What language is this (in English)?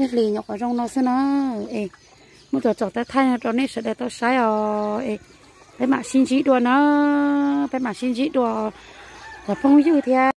Hmong